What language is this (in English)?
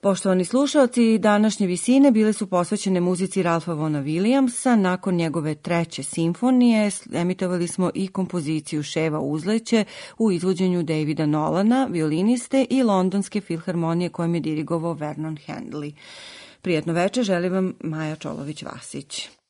Serbian